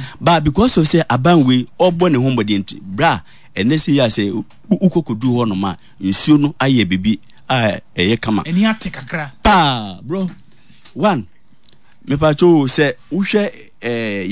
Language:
Akan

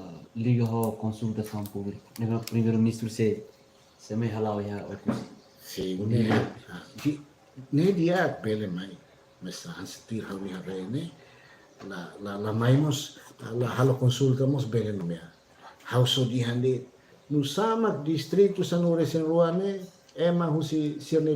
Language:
Tetum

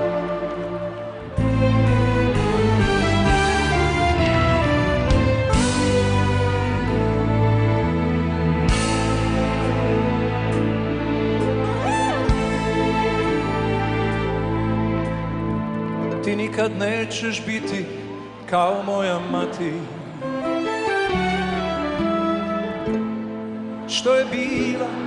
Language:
Serbian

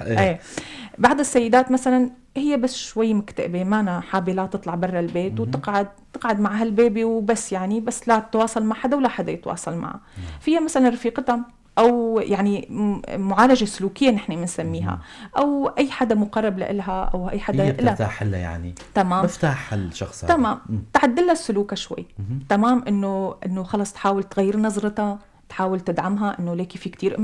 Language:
North Levantine Arabic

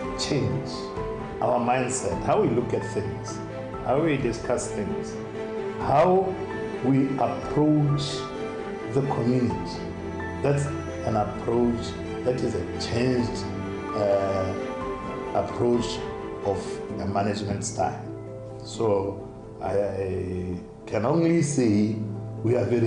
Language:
Tswana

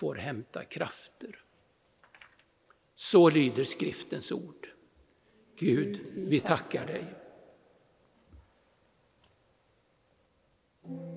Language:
Swedish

